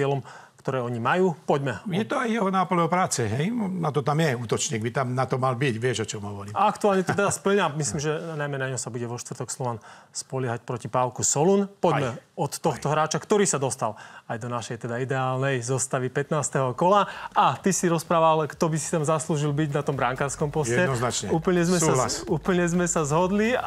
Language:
Slovak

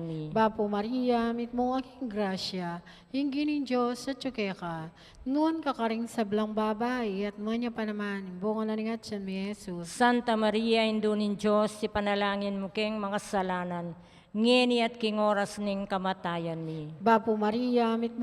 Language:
Pampanga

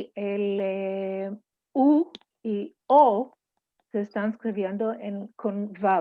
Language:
Ladino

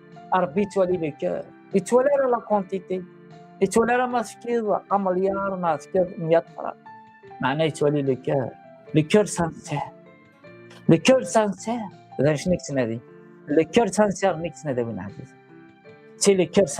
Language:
Kabyle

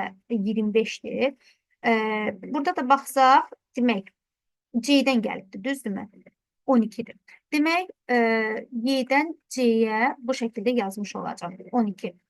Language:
Azerbaijani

